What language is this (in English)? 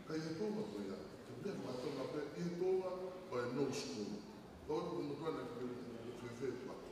Tongan